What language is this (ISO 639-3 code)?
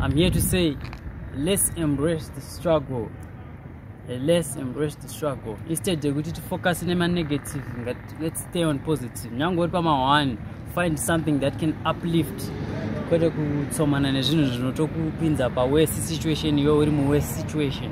eng